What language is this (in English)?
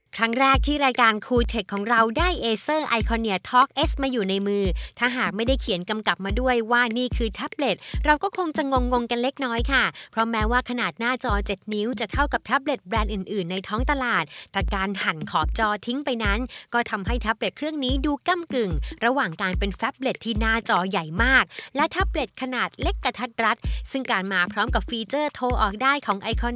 Thai